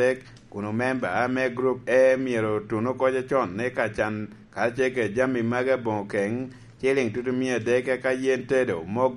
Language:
Lango (Uganda)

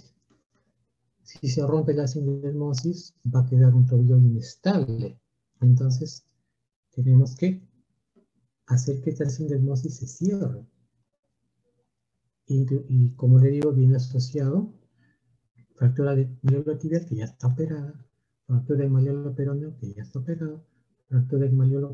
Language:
Spanish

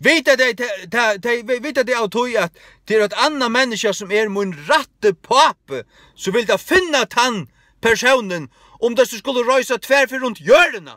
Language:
Faroese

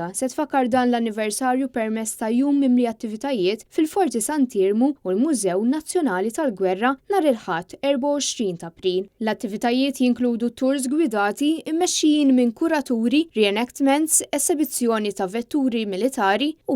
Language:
Maltese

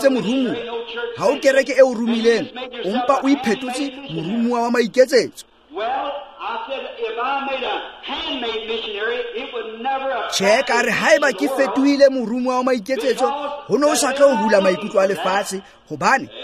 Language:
Tswana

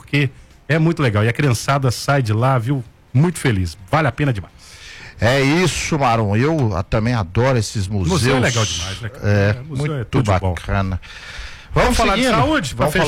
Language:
Portuguese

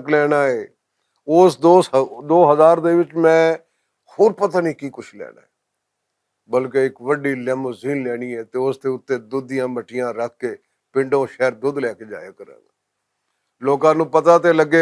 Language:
Western Panjabi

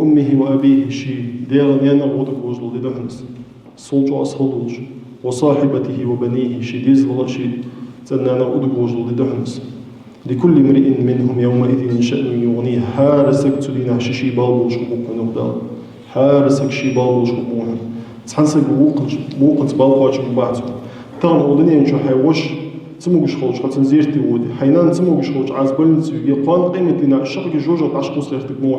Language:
Ingush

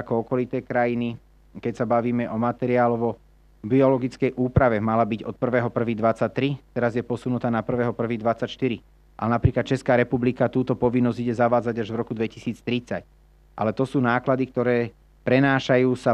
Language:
Slovak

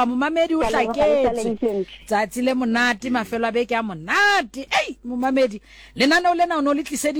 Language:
Southern Sotho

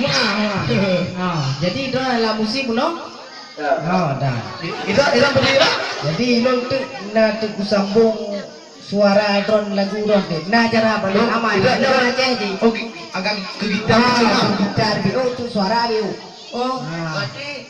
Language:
Achinese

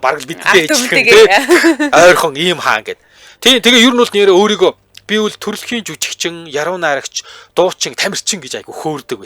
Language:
Mongolian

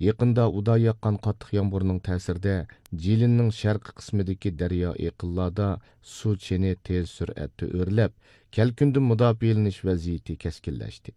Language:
Uyghur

